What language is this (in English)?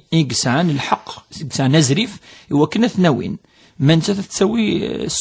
Kabyle